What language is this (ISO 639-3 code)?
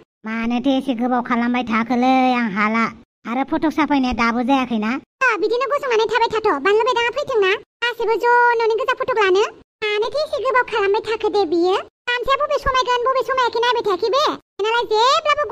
brx